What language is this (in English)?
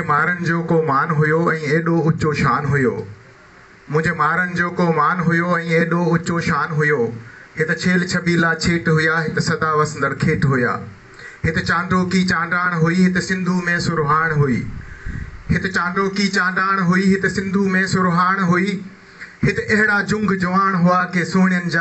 Sindhi